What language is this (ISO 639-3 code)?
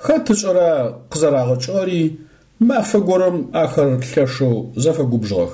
ady